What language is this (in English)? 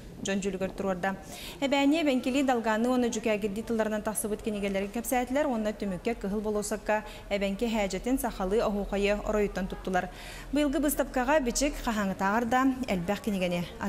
Yakut